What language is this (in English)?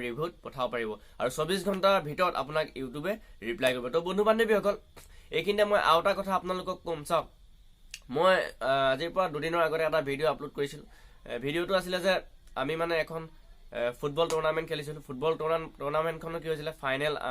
Assamese